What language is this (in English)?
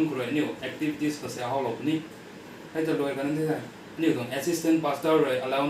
Rongmei Naga